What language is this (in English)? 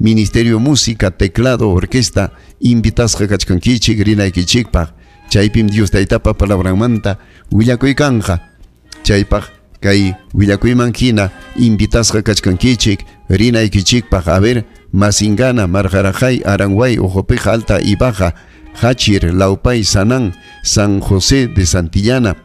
Ayacucho Quechua